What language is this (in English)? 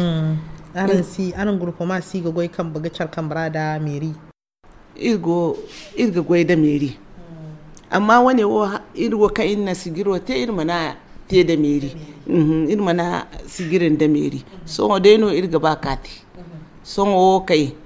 Zarma